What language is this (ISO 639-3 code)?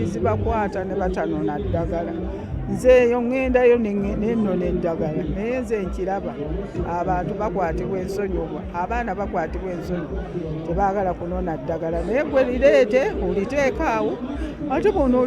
lug